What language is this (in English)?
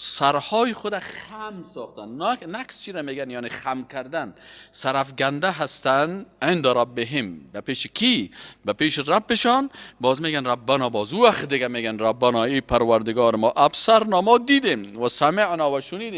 Persian